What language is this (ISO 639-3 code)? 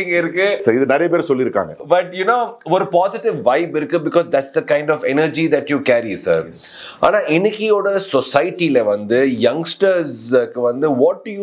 tam